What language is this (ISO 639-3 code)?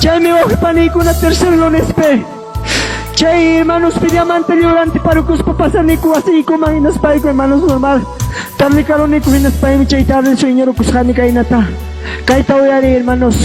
quy